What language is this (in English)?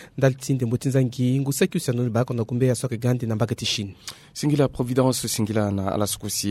Sango